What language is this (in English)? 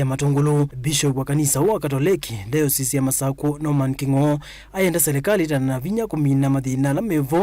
Kamba